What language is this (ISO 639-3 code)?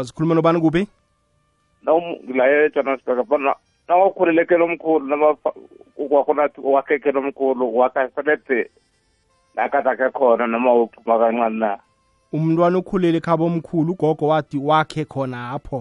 nbl